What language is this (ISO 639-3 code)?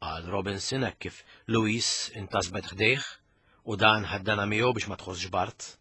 mlt